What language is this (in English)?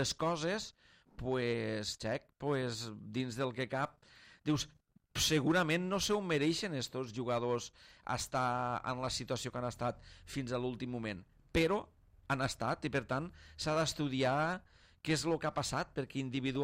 Catalan